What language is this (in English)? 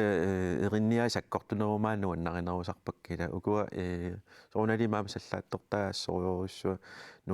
Kalaallisut